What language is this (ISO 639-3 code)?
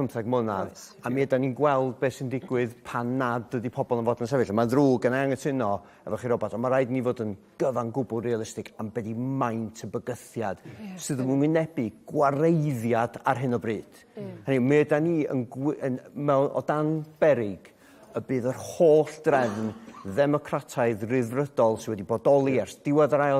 cym